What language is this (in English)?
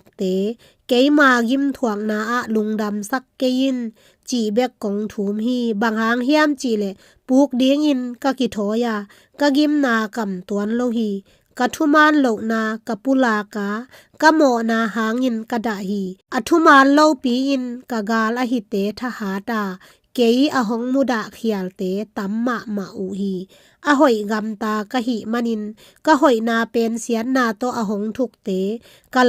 Tedim Chin